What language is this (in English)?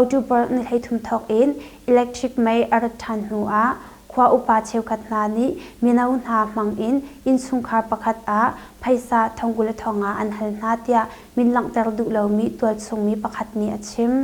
Hakha Chin